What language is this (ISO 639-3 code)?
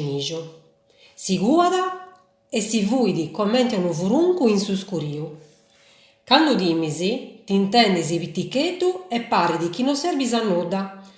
srd